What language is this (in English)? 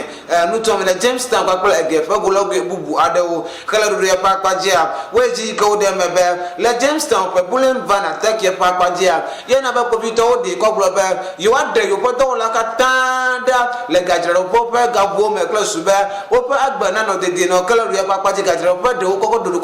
Ewe